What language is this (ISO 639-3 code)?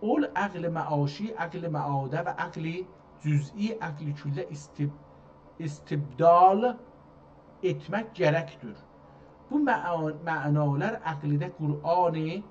azb